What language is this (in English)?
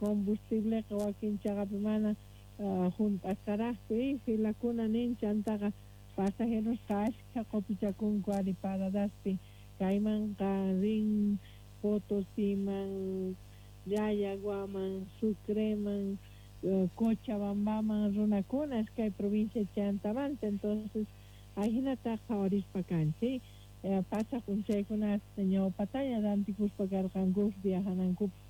Quechua